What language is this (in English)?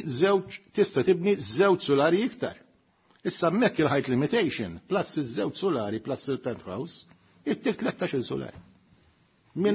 Maltese